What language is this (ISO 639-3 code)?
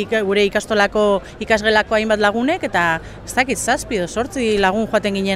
eus